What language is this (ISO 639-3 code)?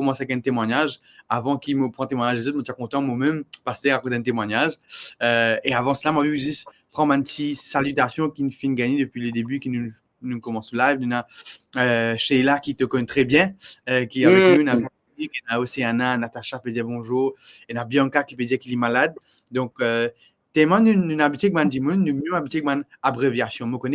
mfe